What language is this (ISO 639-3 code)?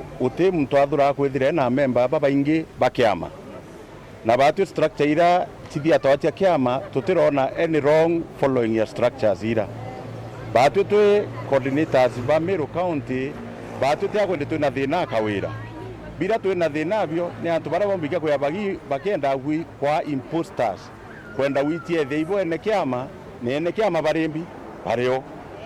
mer